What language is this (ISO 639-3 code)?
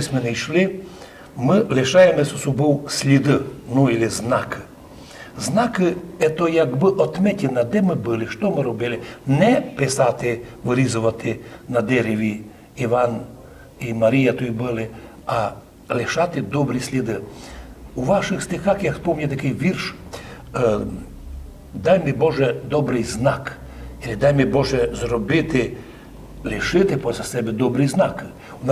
rue